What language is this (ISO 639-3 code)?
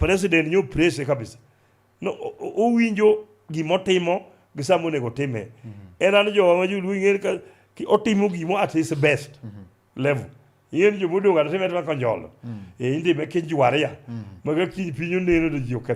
luo